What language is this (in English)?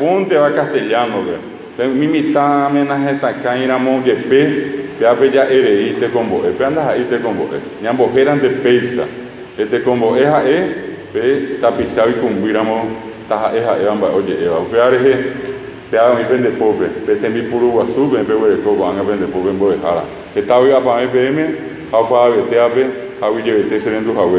Guarani